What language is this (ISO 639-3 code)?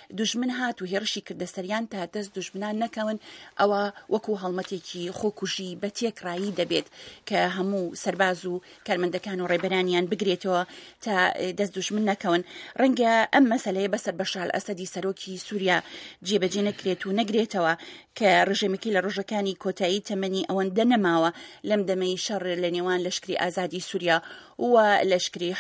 ckb